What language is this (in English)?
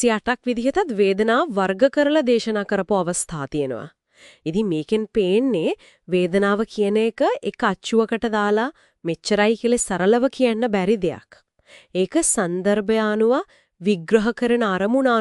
Sinhala